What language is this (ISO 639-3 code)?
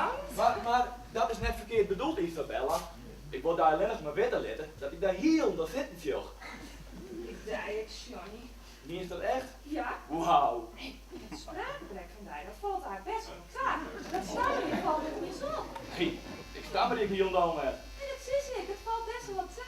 fry